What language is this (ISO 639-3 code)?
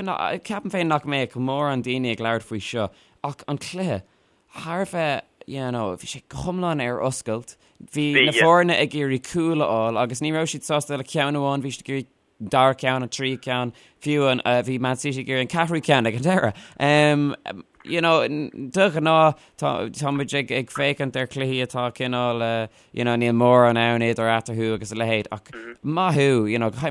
gle